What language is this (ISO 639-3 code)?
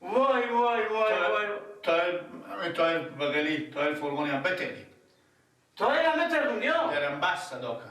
fas